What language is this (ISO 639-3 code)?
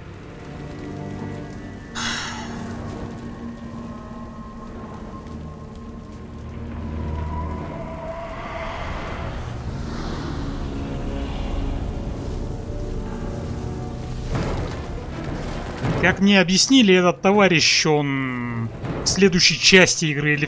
rus